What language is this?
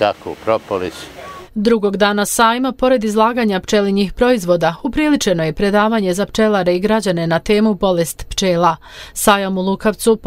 Bosnian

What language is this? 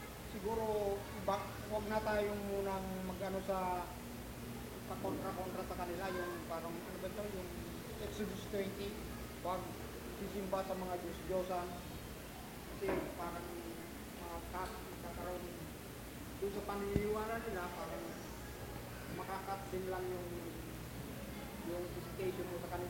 Filipino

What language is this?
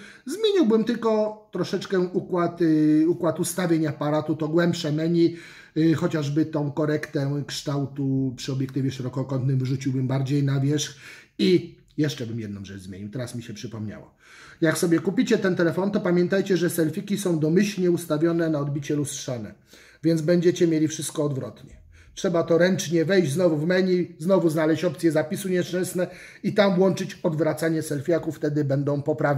Polish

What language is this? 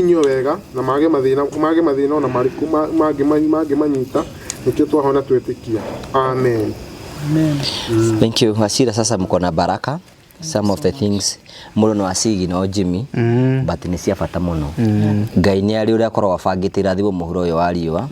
Kikuyu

